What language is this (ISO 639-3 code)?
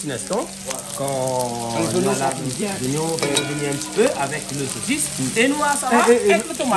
rcf